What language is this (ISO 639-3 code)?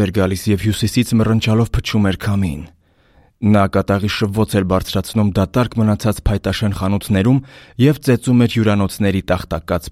hye